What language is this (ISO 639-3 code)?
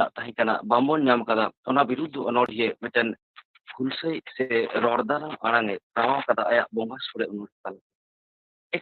sat